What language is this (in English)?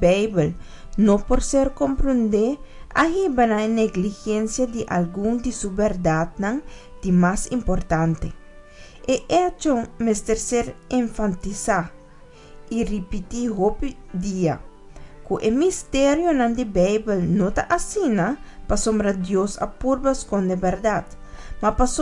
Papiamento